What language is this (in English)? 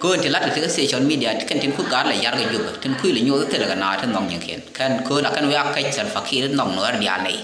Nuer